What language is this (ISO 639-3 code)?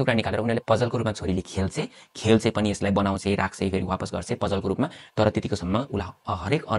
nep